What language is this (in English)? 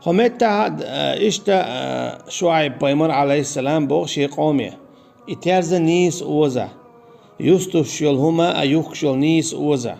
Chechen